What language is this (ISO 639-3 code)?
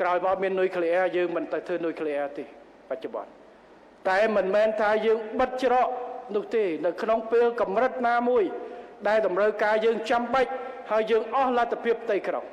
khm